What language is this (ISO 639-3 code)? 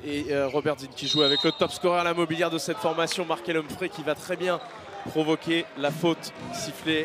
fra